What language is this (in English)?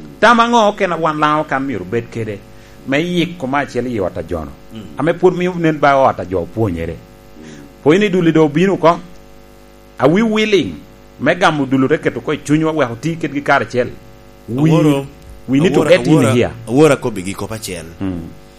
Lango (Uganda)